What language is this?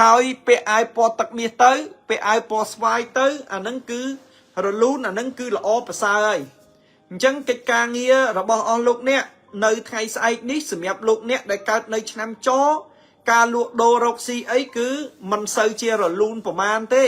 Khmer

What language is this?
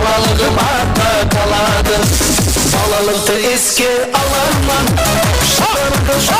Kara-Kalpak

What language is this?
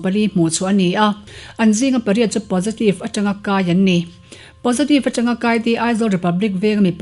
Mizo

